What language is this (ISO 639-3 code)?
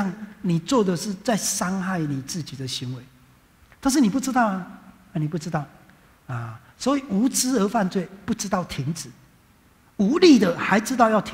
zho